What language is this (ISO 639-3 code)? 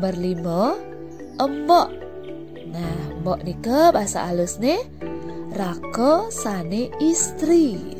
ban